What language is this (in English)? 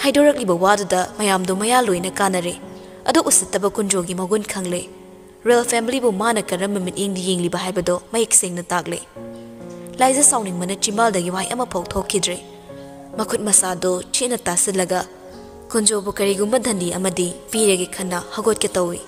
Manipuri